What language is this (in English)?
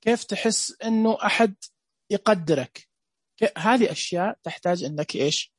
Najdi Arabic